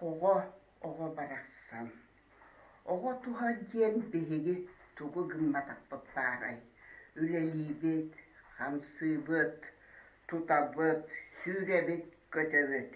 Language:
Yakut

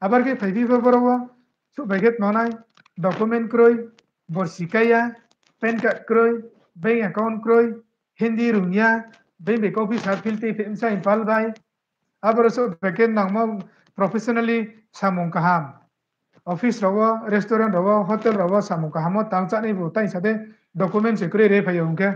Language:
Riang (India)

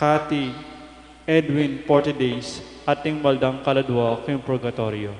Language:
Pampanga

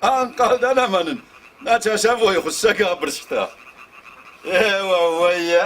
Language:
Ossetic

